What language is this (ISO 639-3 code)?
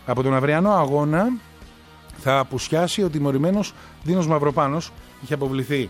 ell